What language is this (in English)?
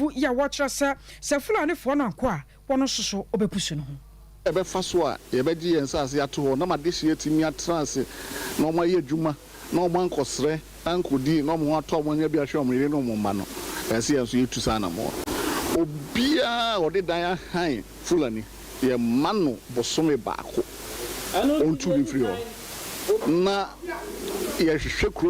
Akan